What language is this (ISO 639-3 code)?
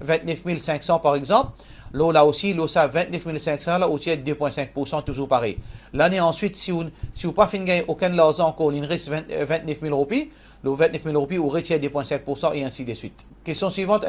mfe